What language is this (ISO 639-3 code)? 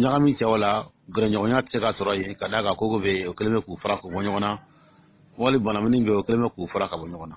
dyu